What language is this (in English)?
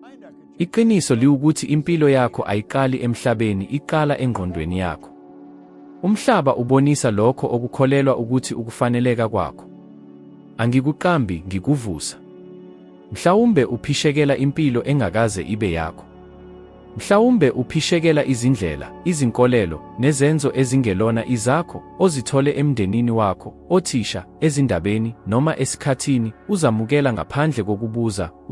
Zulu